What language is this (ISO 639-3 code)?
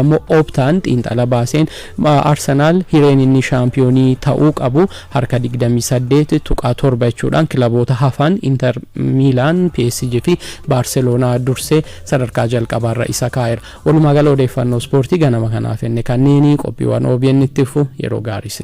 orm